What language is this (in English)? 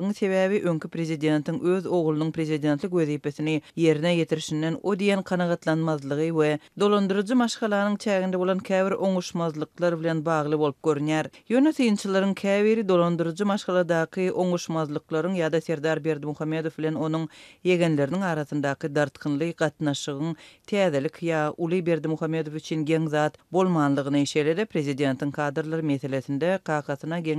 Turkmen